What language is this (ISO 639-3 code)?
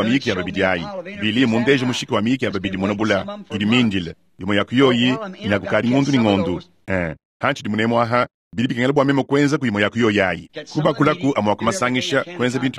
lua